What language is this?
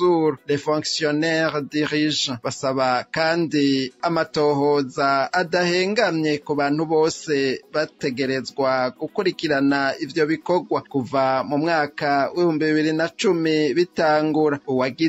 Rundi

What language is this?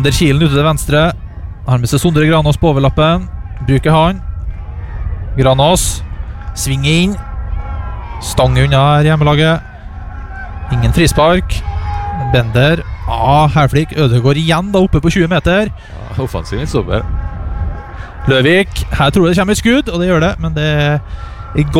Norwegian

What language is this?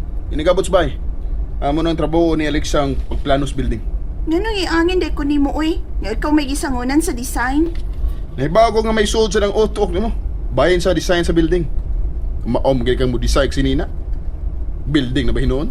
Cebuano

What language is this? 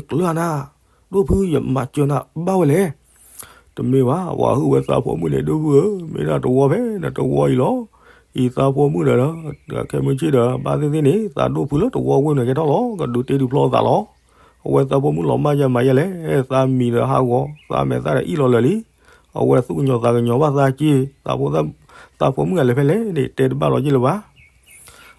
S'gaw Karen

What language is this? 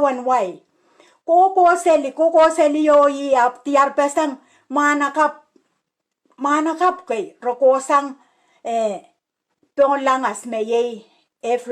Pohnpeian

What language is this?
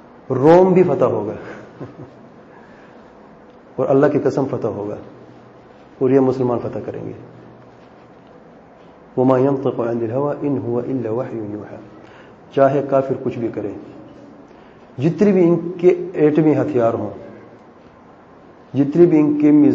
Urdu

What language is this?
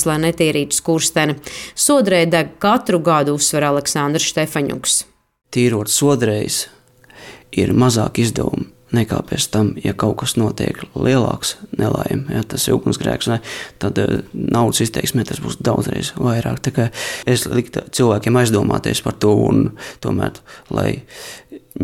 Latvian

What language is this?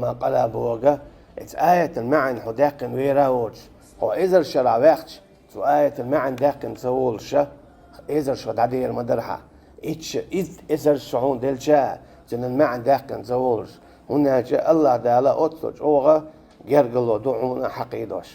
Chechen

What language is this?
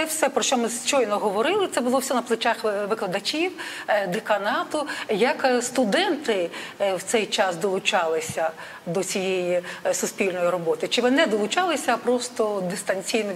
Ukrainian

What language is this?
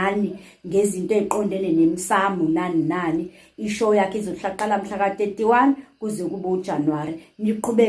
Zulu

